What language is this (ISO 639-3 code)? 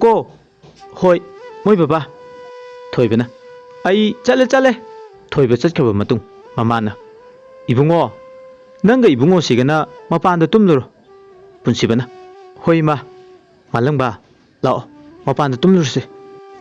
mni